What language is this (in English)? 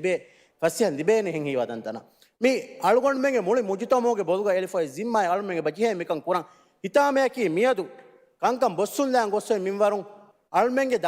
Divehi